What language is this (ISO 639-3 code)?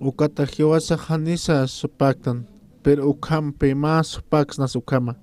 aym